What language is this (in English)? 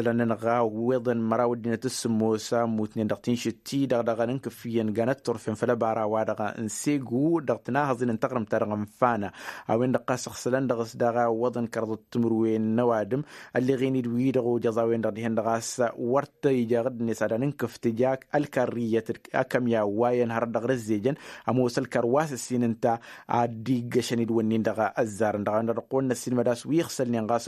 Tamasheq